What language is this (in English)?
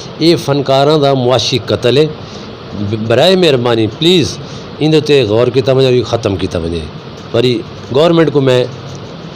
Saraiki